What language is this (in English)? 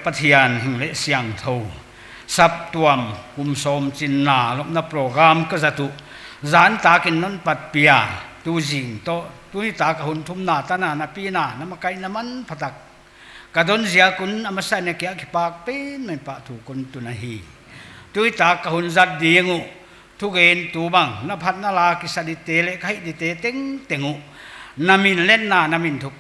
Paite Chin